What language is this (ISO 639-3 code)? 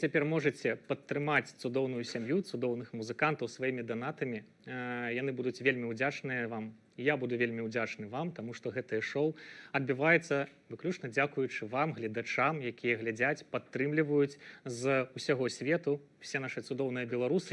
bel